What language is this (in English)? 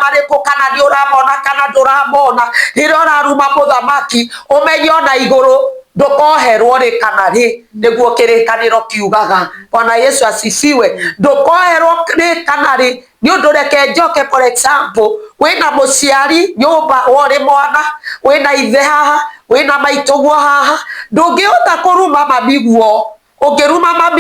Kikuyu